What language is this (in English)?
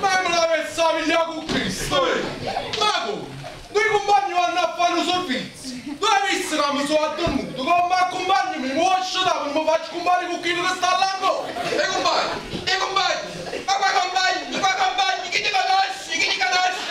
Neapolitan